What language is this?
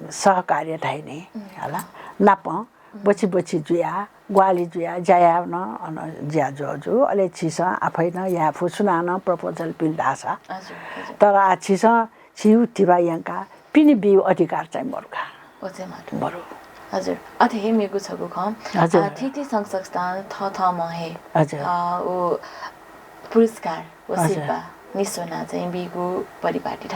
Newari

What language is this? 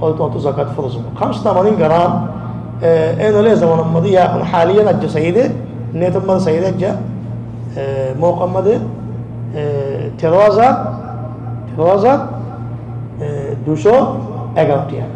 Rohingya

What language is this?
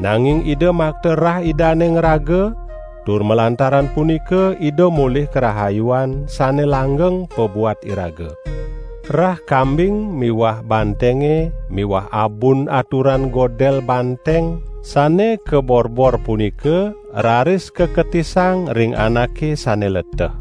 Balinese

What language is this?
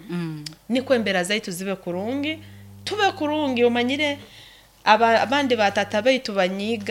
Nyoro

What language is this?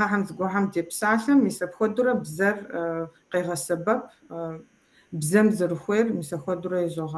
Kabardian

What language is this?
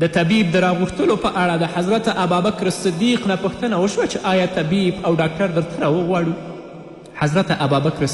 Pashto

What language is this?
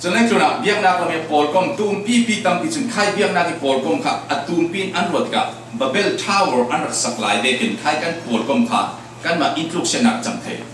Falam Chin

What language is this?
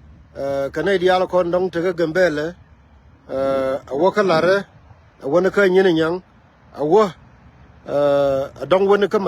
Nuer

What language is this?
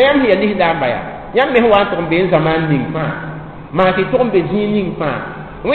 Mossi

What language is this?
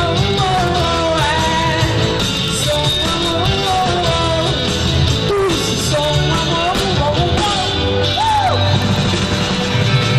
Portuguese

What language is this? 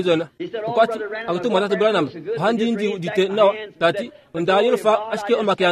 Kuanyama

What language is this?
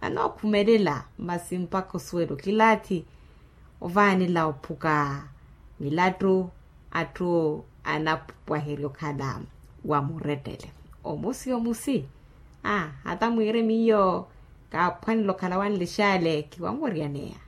Makhuwa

